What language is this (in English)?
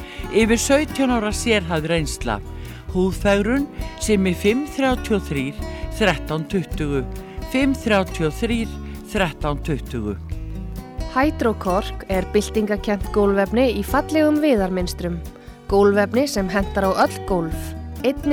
Icelandic